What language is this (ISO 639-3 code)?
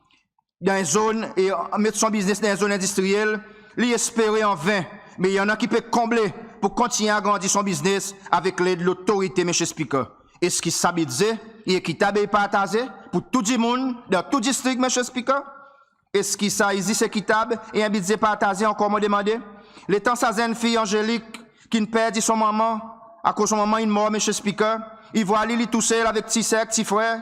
crs